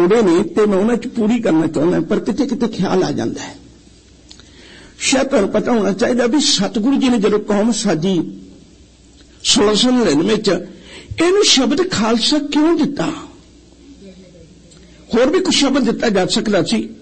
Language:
Punjabi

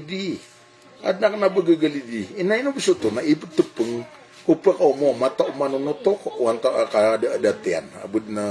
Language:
Maranao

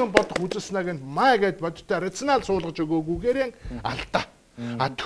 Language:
Mongolian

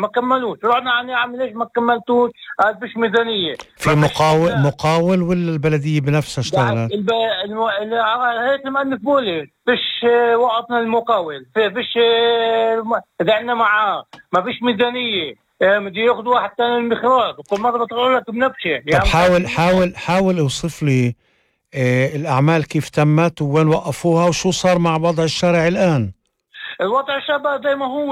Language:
North Levantine Arabic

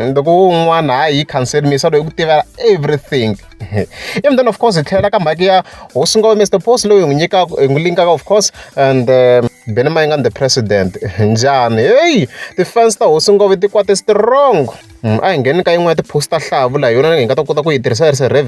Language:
Tsonga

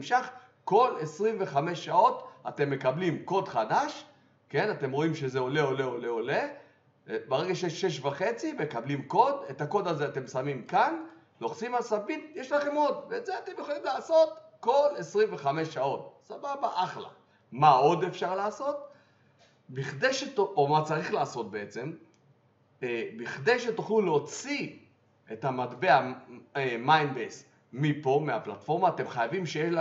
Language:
Hebrew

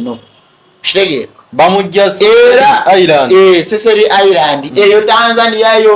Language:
Ganda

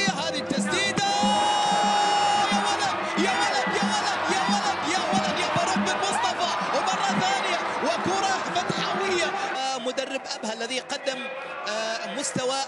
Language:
Arabic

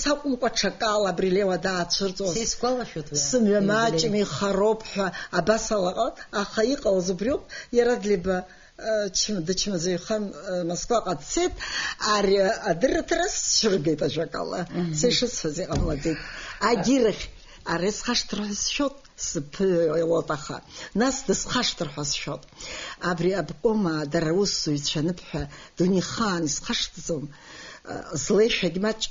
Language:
Abkhazian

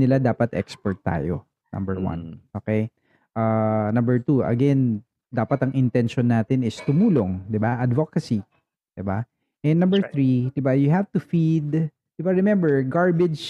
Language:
Filipino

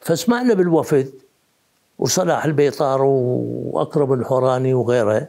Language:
Mesopotamian Arabic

